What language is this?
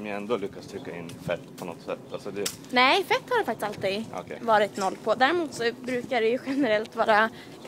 Swedish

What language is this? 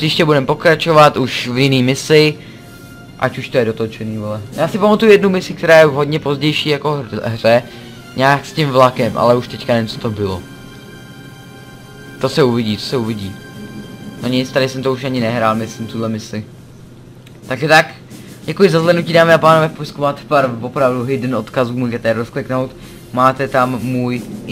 Czech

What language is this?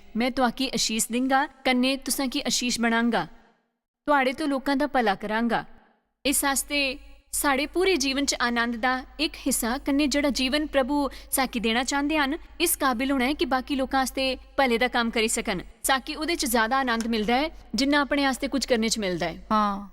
Dogri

